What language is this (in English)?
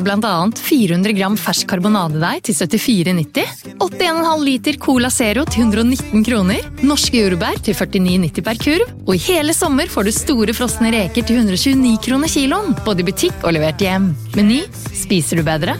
Norwegian